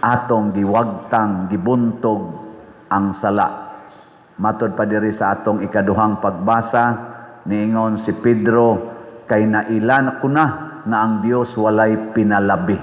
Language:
Cebuano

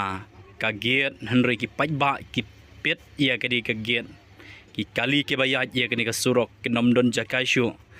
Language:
Khasi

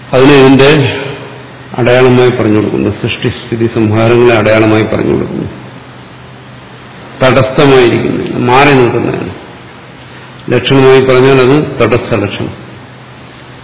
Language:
Malayalam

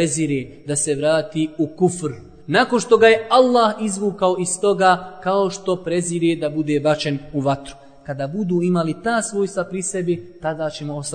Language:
Bosnian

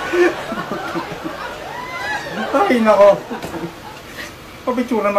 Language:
Filipino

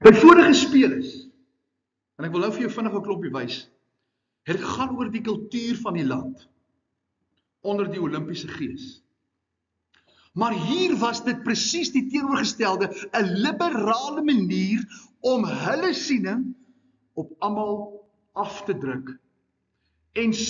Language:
Afrikaans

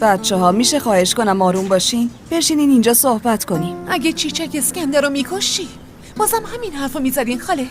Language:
Tajik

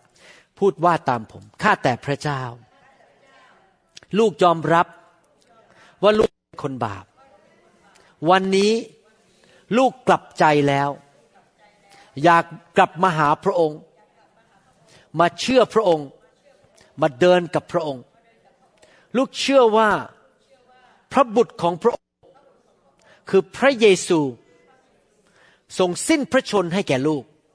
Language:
Thai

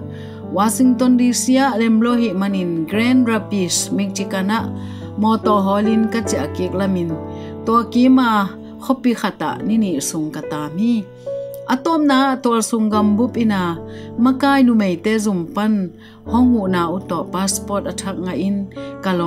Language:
Tedim Chin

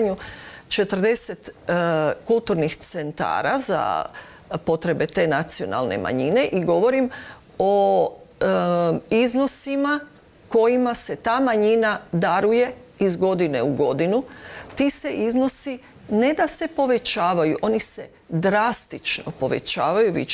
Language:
Croatian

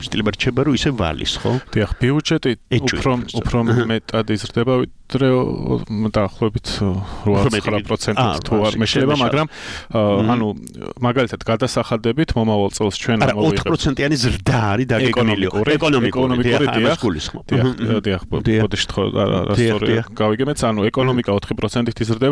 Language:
Georgian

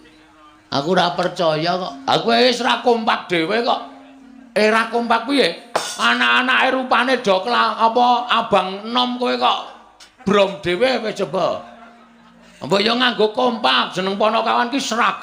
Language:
Javanese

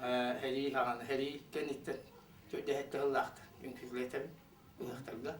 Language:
Yakut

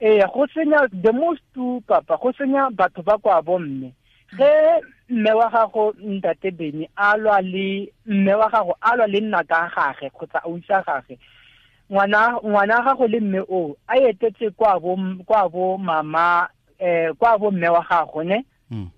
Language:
Tswana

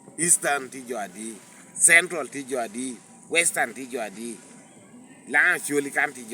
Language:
Lango (Uganda)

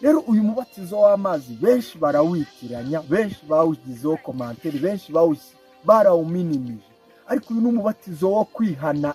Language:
Kinyarwanda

